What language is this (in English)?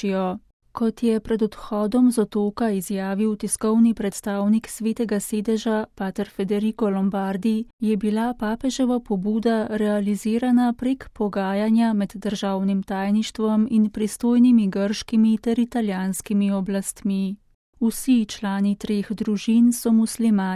Slovenian